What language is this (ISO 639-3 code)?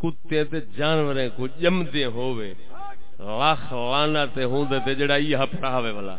skr